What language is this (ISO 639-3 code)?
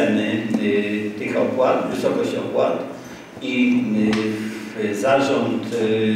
pol